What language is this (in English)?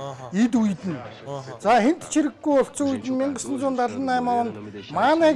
Mongolian